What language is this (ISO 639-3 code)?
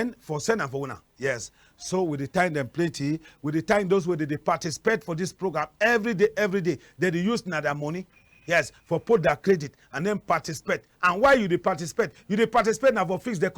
wes